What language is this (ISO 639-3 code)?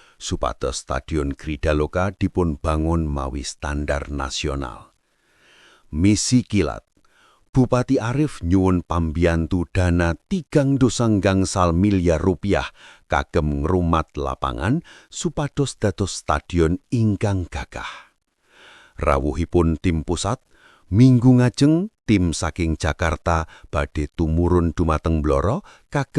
jav